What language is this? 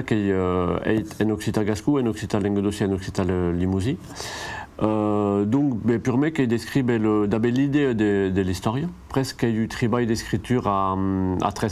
Occitan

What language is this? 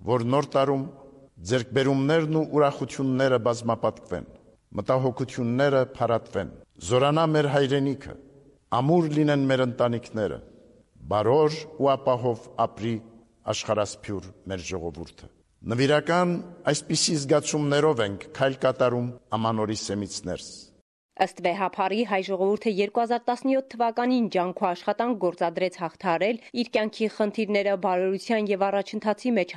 Armenian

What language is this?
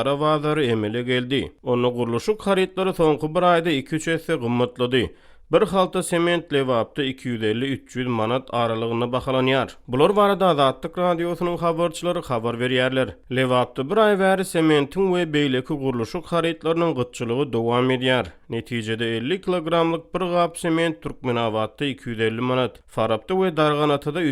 Turkmen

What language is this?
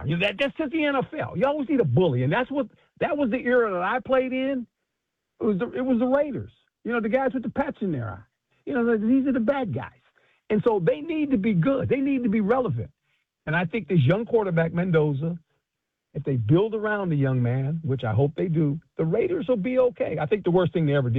English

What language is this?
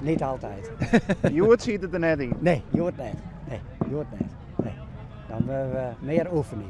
Western Frisian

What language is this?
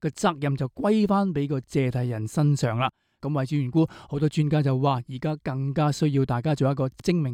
Cantonese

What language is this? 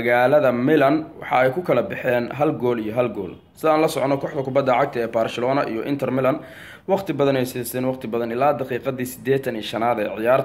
Somali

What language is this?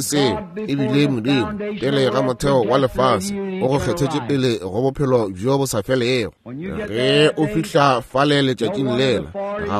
Northern Sotho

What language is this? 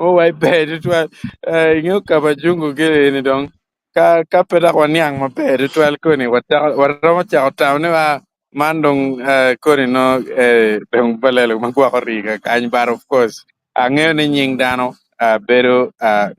Acoli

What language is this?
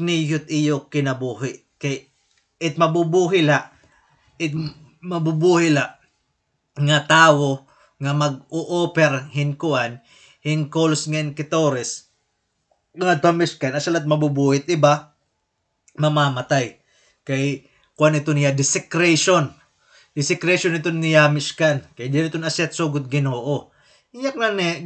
Waray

